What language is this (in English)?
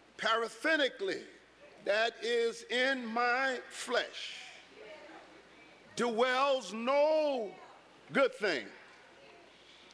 English